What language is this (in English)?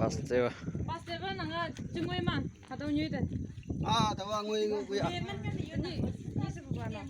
Naga Pidgin